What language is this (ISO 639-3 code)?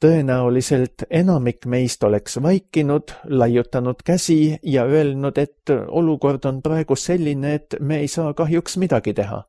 est